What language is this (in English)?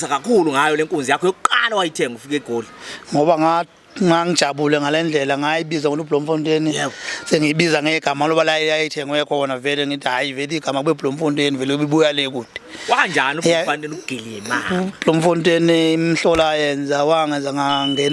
Zulu